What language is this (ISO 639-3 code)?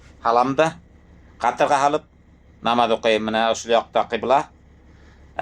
bak